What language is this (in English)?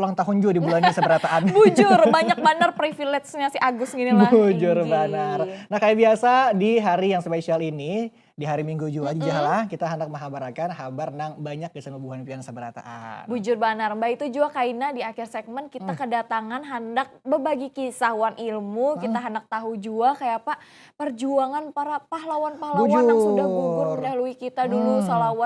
Banjar